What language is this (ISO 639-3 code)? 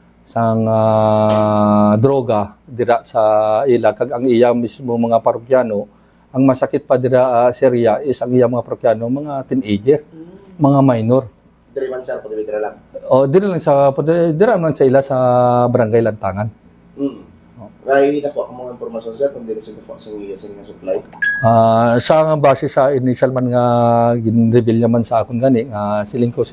hil